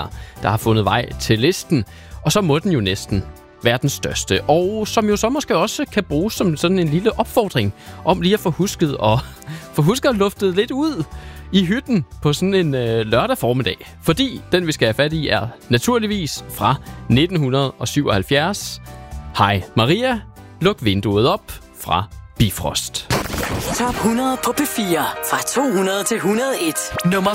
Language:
Danish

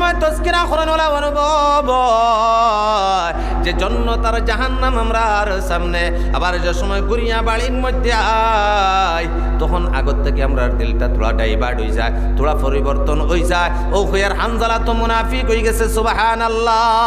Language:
Sylheti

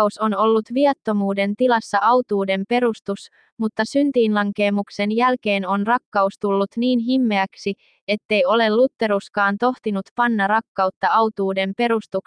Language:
Finnish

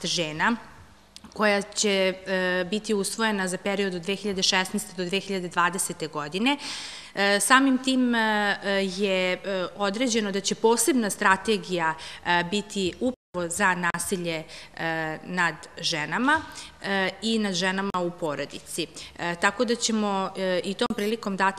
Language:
Serbian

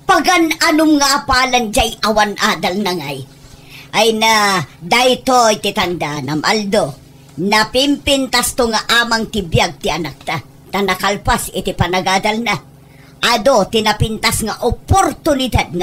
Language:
Iloko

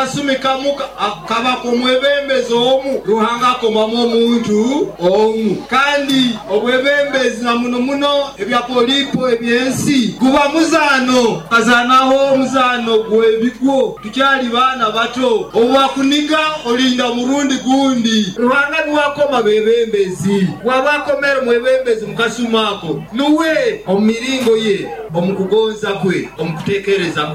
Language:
Nyoro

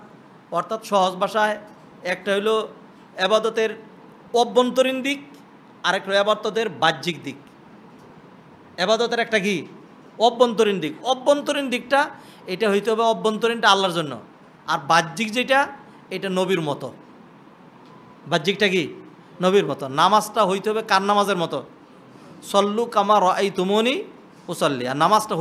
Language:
Bangla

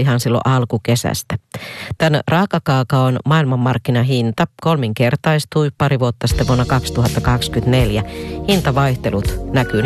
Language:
Finnish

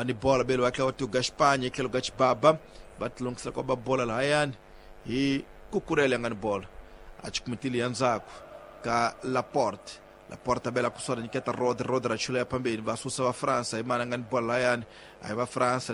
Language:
Tsonga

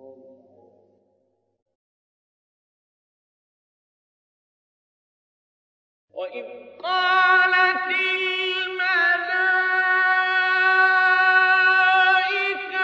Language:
Arabic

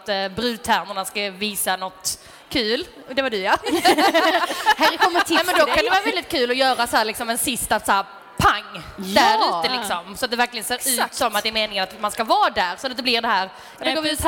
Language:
Swedish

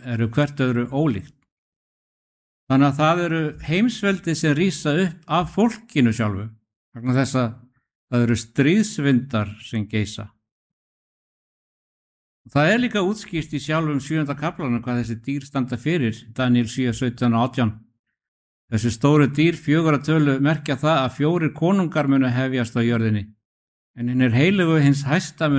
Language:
Icelandic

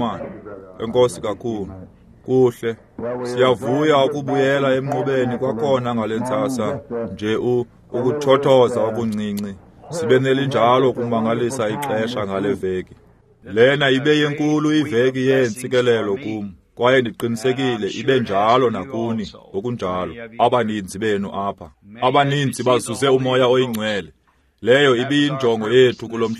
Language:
Xhosa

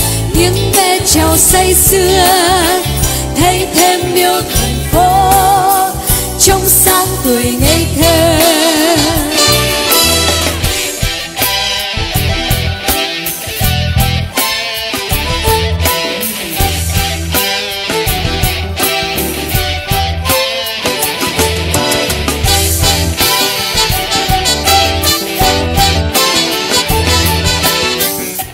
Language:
Vietnamese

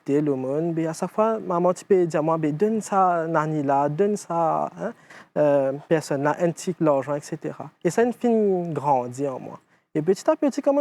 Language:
Morisyen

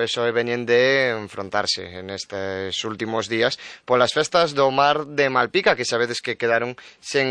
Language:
Galician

